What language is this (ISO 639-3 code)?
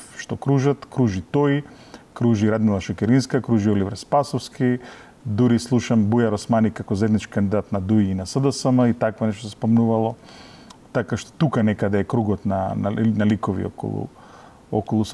mkd